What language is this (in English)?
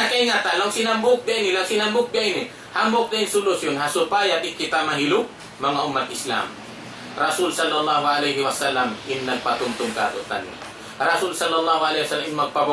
Tausug